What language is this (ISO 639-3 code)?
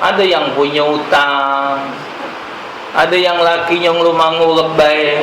mui